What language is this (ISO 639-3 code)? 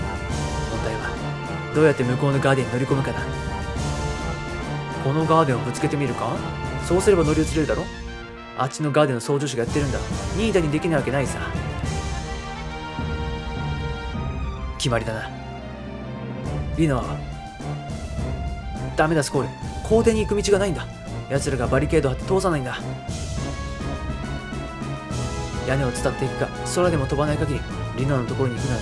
jpn